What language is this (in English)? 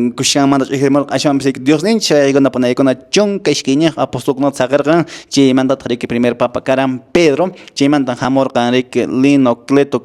Quechua